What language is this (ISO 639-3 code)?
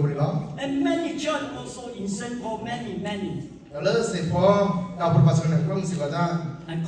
ksw